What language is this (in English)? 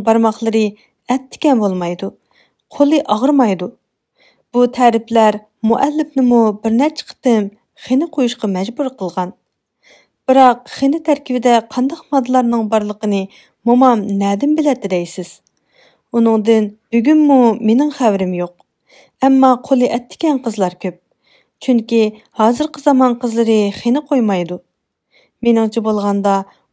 Uyghur